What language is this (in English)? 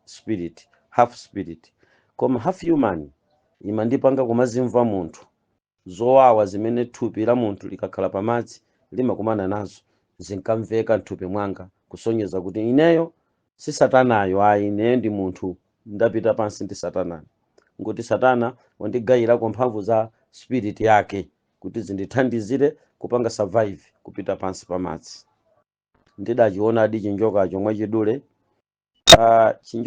Nyanja